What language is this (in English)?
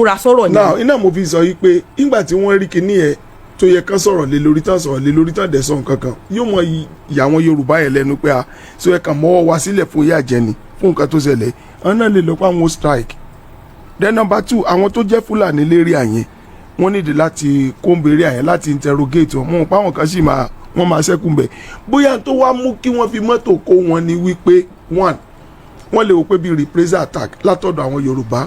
Yoruba